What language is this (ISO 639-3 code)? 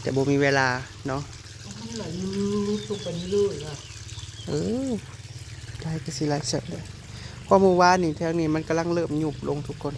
tts